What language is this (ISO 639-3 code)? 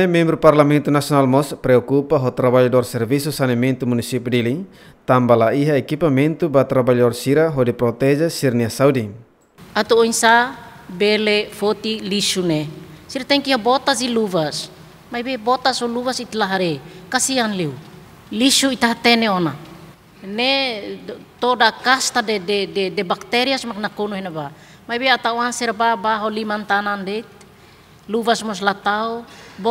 tet